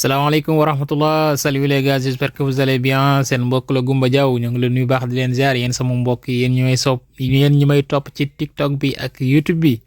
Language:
Wolof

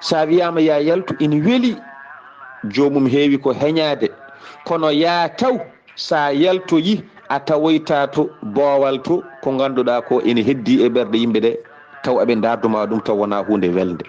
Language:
Fula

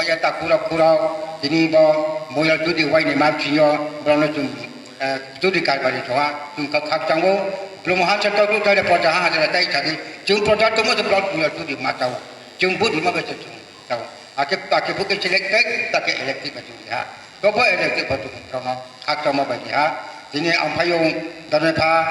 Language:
Riang (India)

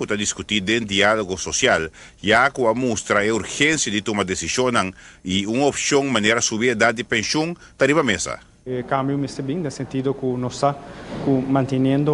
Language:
Papiamento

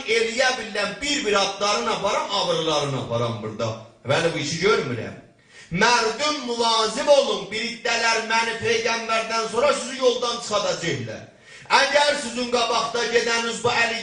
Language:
South Azerbaijani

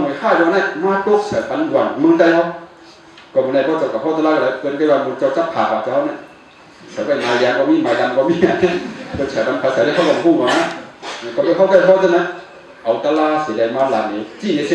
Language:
Shan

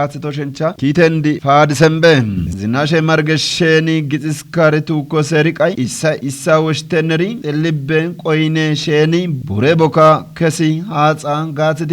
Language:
Kafa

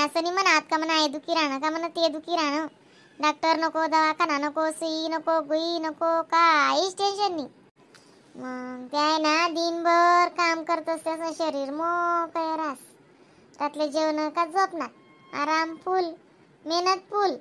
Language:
Khandesi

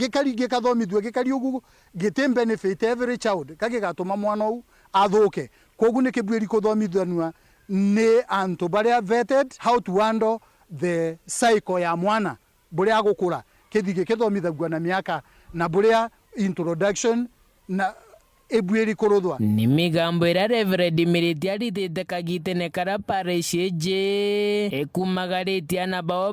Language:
Meru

